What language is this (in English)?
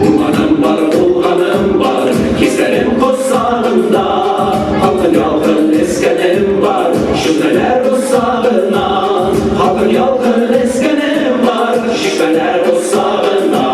Bashkir